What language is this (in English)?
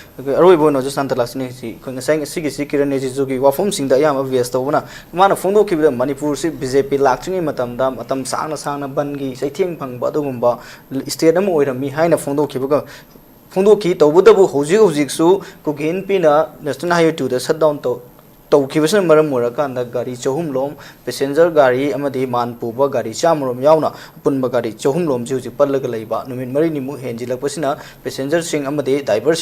Manipuri